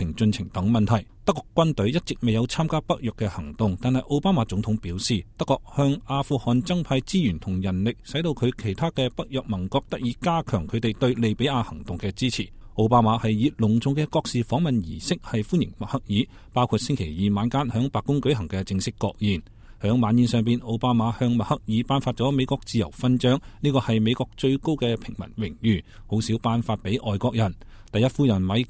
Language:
Cantonese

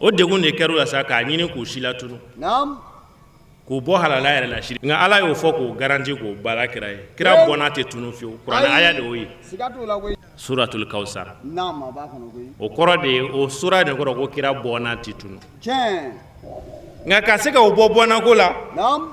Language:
Bambara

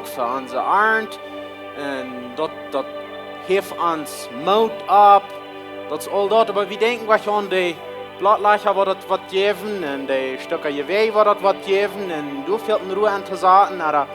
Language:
Plautdietsch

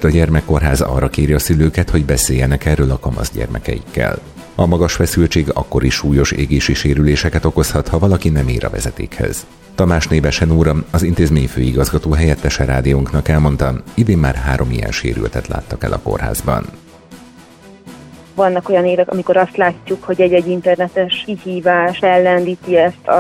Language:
Hungarian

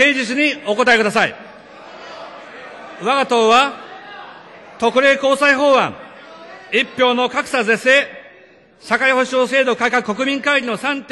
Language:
Japanese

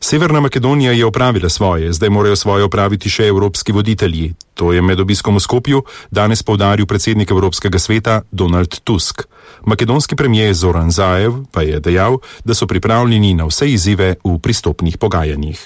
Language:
Slovenian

